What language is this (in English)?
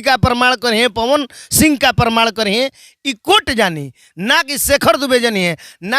Bhojpuri